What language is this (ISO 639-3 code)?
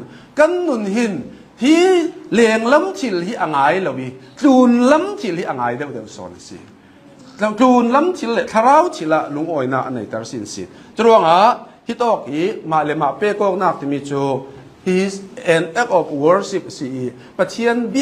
cnh